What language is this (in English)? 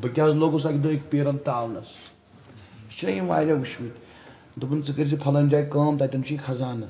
Kashmiri